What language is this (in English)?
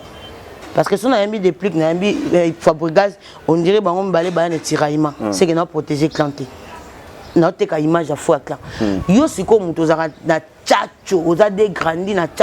Lingala